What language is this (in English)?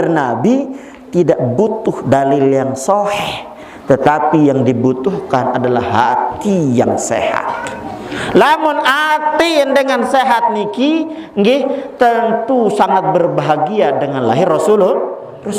Sasak